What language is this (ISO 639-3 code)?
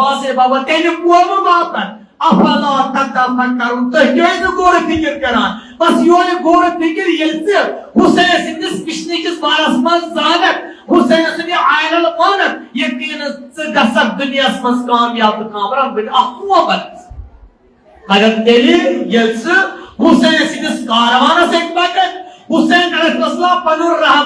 kas